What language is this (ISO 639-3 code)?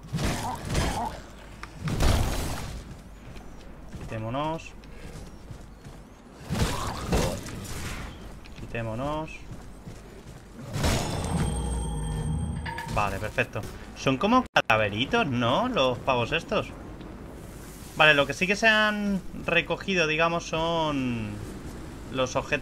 spa